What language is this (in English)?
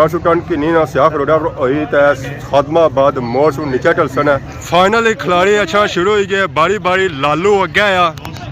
Pahari-Potwari